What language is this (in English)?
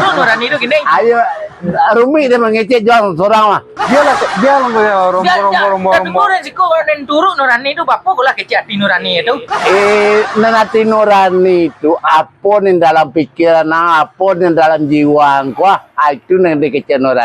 Minangkabau